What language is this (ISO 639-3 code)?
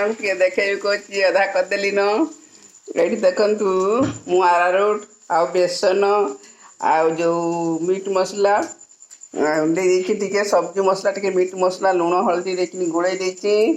ori